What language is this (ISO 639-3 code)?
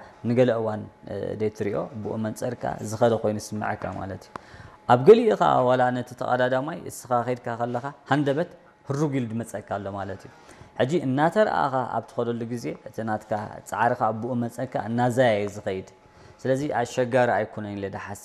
tir